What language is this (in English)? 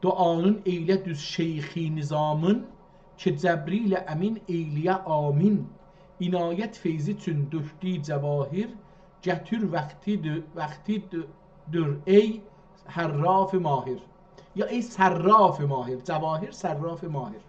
South Azerbaijani